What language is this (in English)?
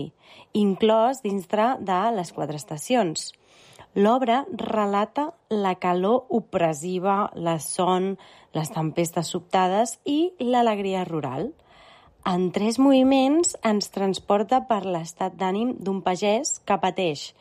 Catalan